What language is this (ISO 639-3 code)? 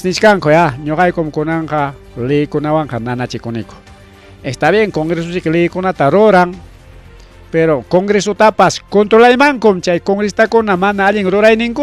quy